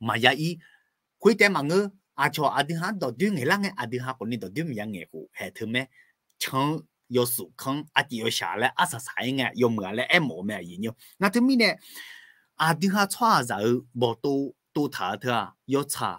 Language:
Akha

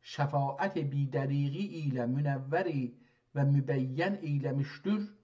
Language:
South Azerbaijani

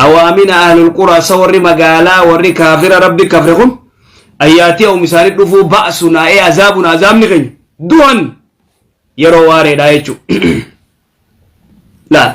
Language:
Oromo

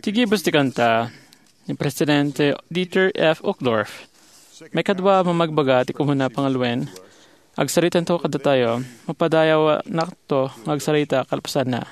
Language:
Iloko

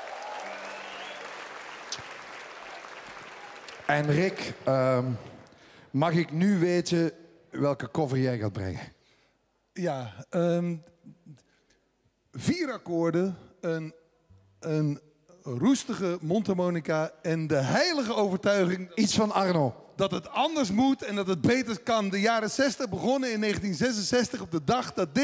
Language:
Dutch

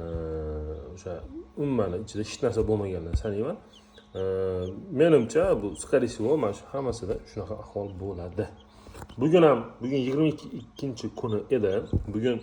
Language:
Uzbek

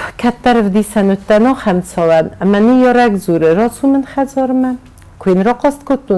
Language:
Ossetic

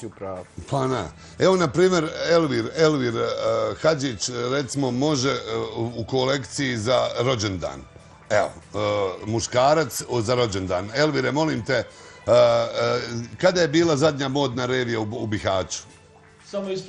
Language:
Bosnian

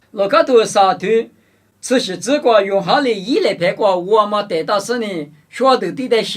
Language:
Lisu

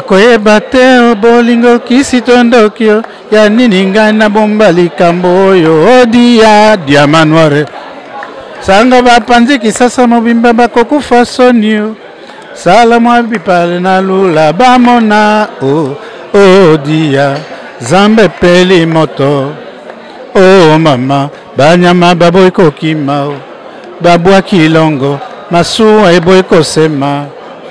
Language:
Lingala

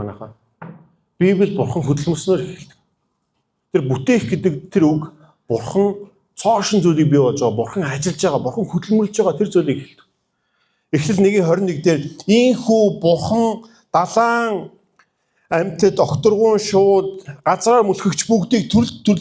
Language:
Mongolian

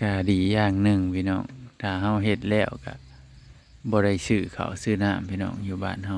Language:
Northeastern Thai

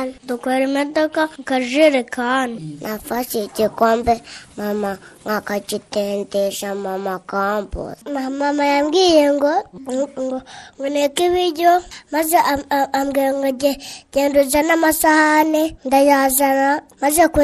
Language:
Kinyarwanda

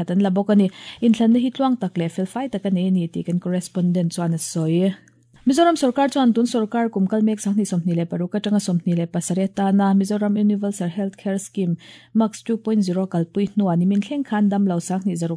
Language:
Mizo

